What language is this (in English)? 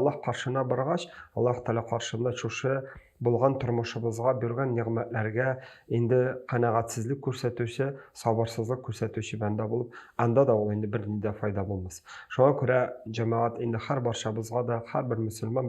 Tatar